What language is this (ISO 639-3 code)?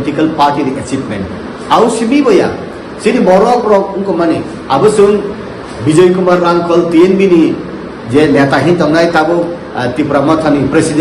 trp